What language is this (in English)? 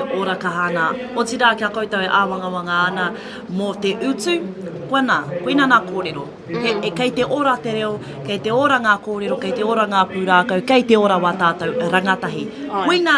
Māori